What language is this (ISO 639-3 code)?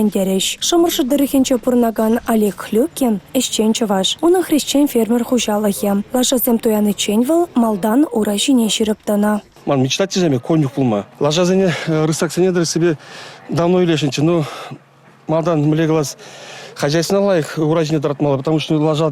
chv